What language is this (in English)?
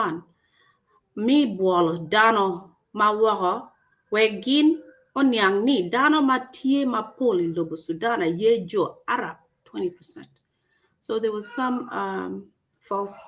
Acoli